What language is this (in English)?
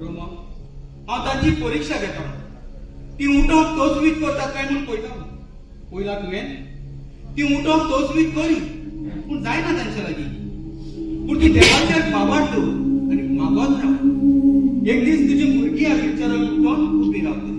Konkani